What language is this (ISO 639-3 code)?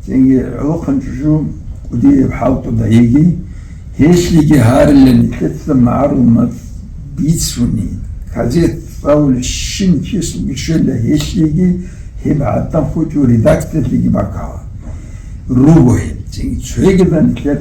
ava